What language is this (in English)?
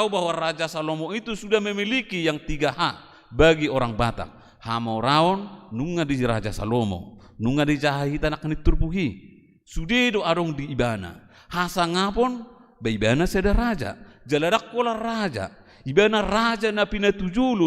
Batak Toba